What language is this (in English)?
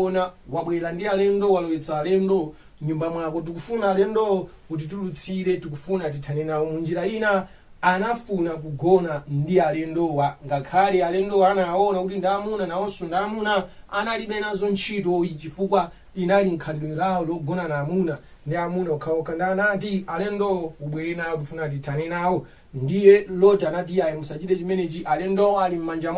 Nyanja